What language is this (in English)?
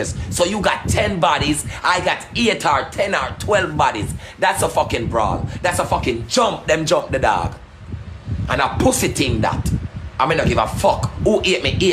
Jamaican Creole English